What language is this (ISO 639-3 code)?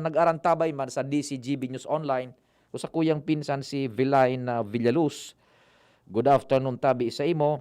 bik